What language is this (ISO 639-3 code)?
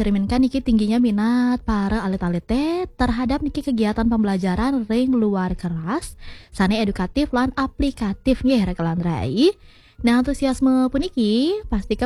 ban